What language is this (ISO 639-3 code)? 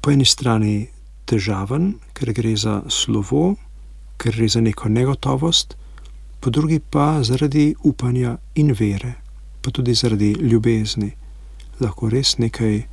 slv